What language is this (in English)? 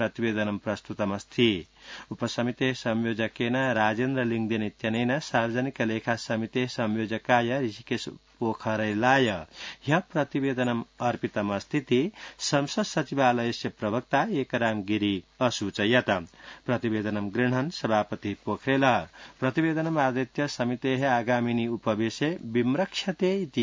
Sanskrit